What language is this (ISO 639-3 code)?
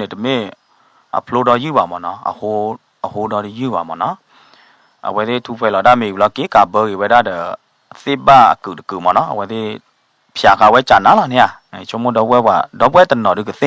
ksw